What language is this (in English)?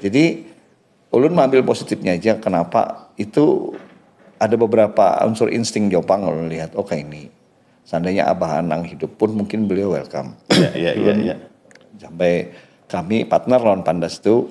Banjar